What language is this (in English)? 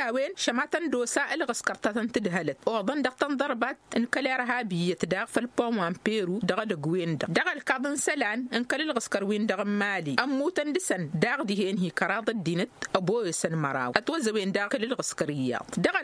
Tamasheq